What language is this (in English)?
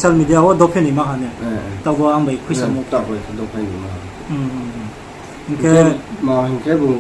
Riang (India)